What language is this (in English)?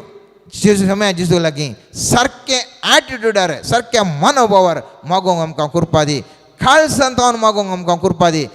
Konkani